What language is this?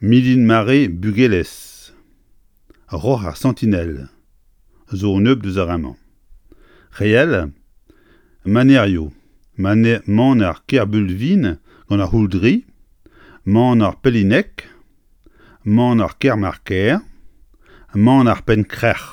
Breton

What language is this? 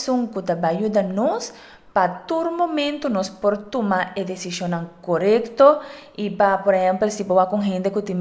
Papiamento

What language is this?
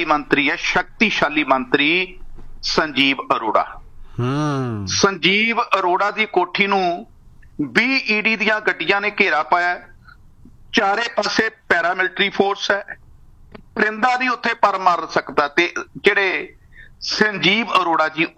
Punjabi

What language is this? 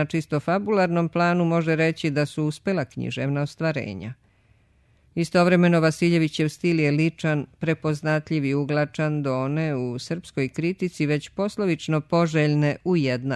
Serbian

